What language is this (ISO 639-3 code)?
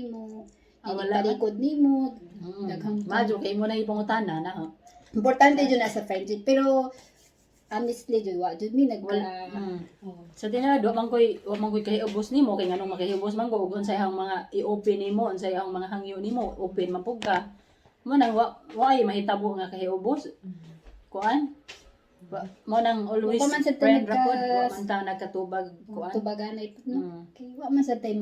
ceb